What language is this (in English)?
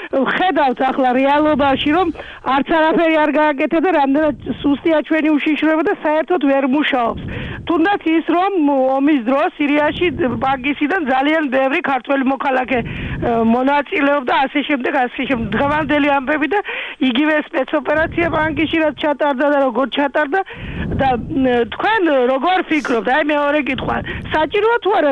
Georgian